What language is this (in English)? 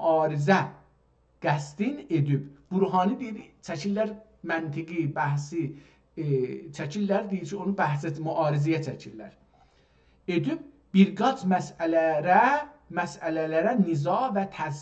South Azerbaijani